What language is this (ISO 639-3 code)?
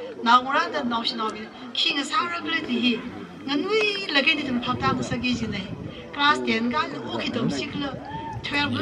nmf